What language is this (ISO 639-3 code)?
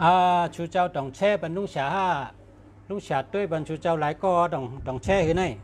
shn